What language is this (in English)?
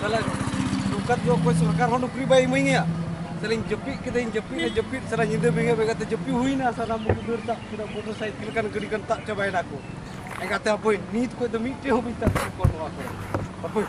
Santali